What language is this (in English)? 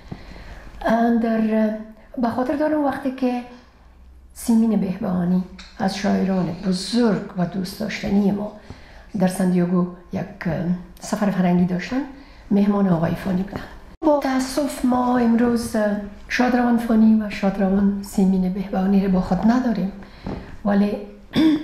Persian